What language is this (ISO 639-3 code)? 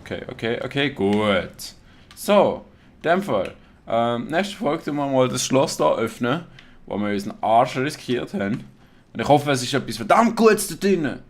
gsw